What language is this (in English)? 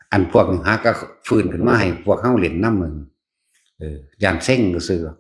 Northeastern Thai